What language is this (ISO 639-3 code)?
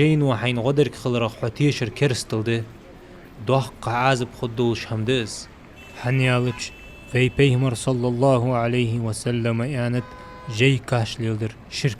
inh